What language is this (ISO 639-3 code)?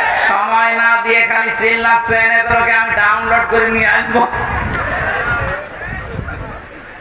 ben